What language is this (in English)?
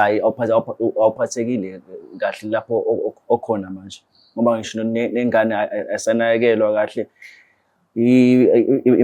Zulu